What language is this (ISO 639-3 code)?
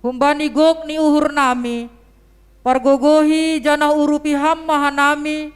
bts